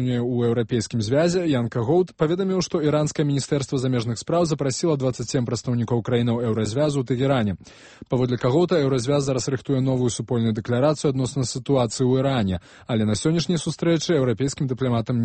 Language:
Belarusian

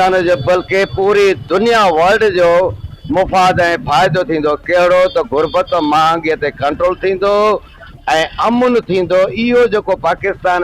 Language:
Sindhi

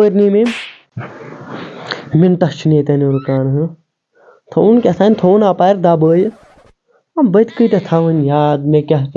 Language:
Kashmiri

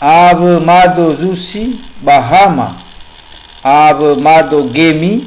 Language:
Nias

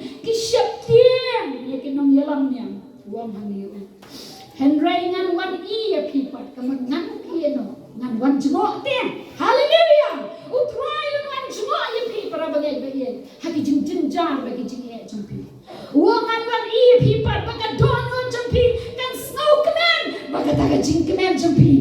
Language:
Khasi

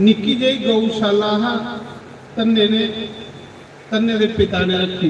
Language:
Dogri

